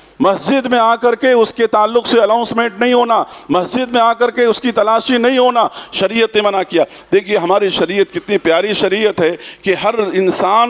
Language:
Urdu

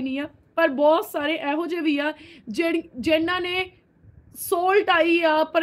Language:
Punjabi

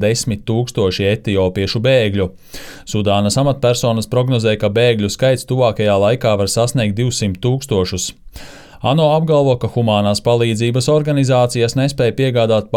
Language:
Latvian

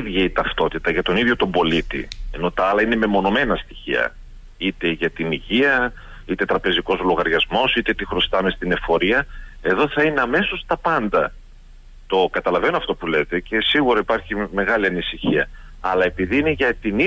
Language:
Greek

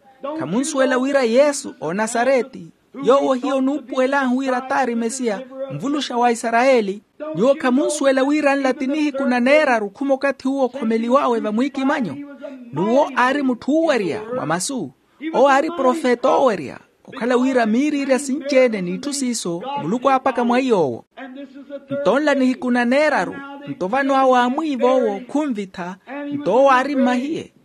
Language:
Makhuwa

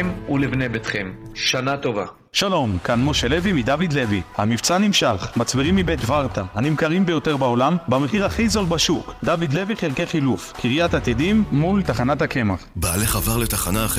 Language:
Hebrew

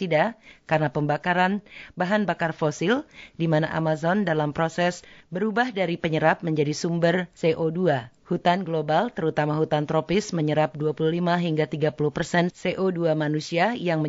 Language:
Indonesian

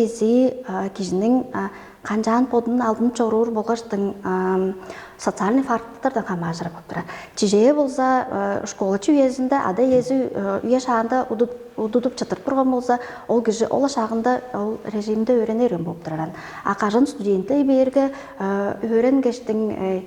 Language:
Tuvinian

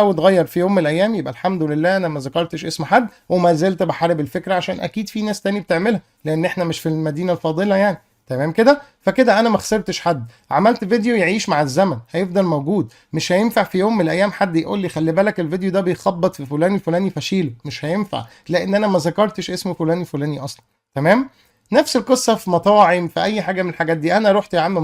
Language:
Egyptian Arabic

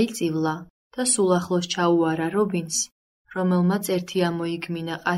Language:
Georgian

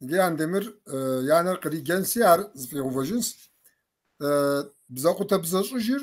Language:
Kabardian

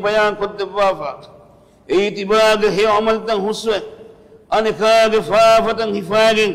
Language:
Divehi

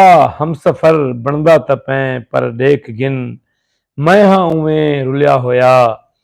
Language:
Saraiki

